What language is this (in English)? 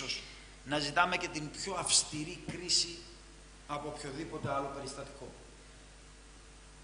Greek